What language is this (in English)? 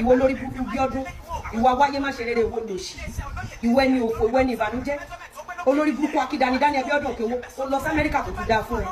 Yoruba